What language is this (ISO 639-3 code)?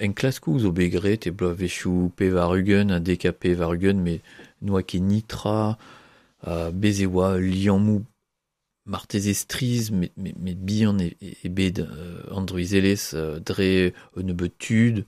bre